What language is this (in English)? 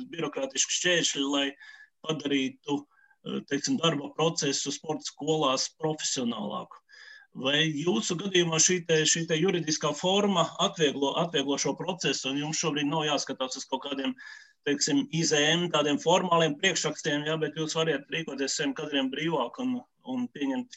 Latvian